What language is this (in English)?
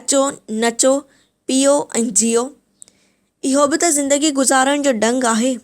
Sindhi